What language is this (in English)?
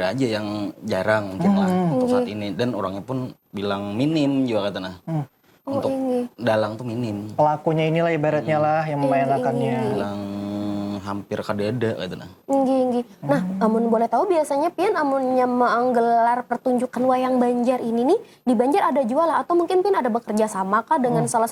Banjar